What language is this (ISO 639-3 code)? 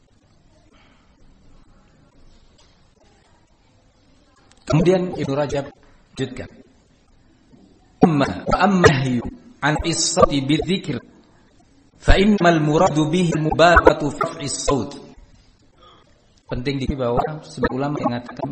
ind